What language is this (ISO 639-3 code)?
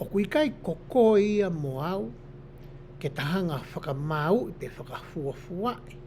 ton